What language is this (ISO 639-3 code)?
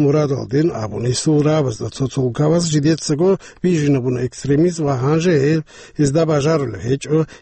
ava